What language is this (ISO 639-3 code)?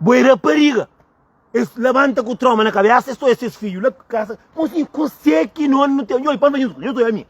kea